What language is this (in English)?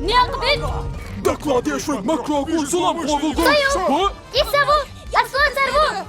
Chechen